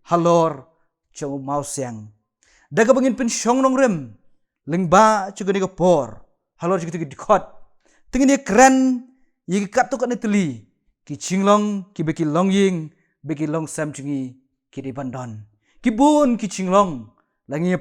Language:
Khasi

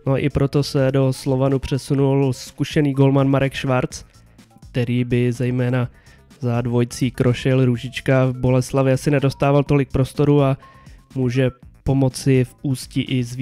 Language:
Czech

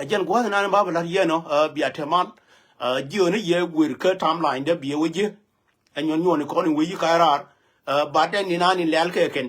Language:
Nuer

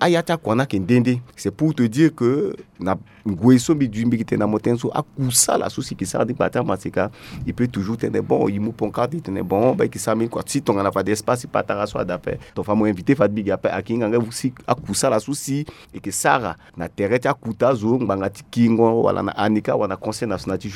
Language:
Sango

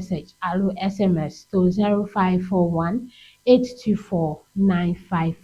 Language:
Ewe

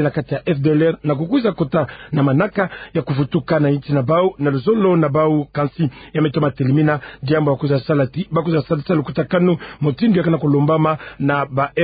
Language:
Kituba (Democratic Republic of Congo)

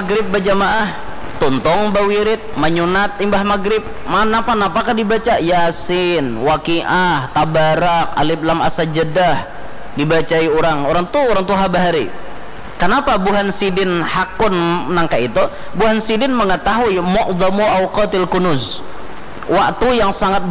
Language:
Banjar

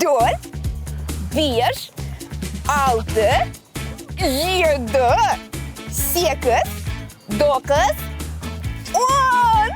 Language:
Crimean Tatar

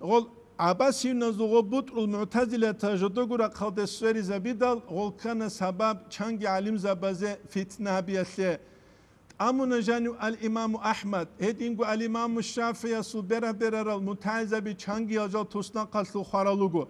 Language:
Avaric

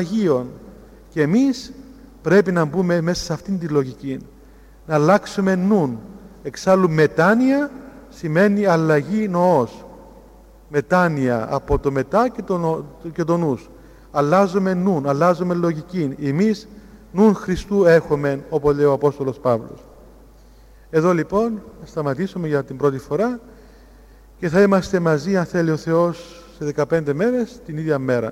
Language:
Greek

